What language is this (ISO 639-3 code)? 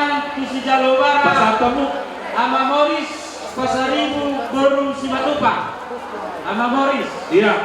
bbc